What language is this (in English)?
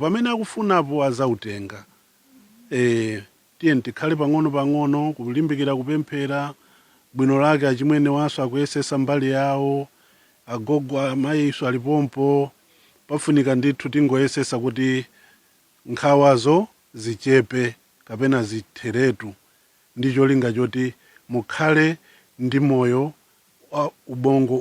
Nyanja